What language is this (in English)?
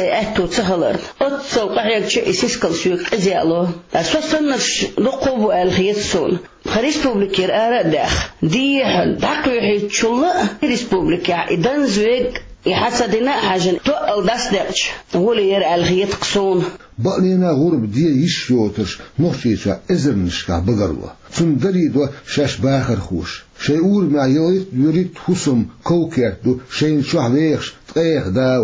Chechen